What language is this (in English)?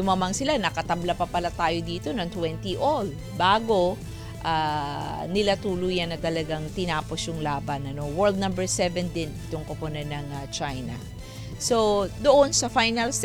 Filipino